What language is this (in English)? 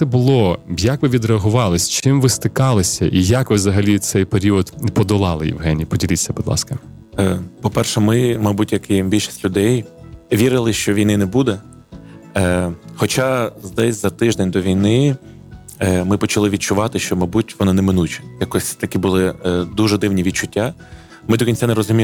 Ukrainian